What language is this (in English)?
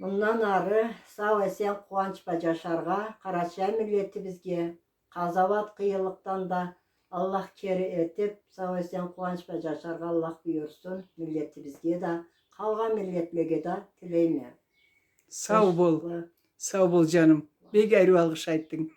Karachay-Balkar